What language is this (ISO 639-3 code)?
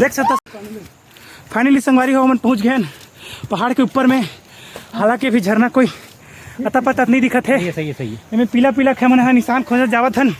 hne